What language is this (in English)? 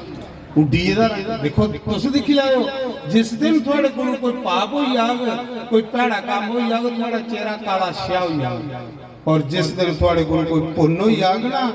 Dogri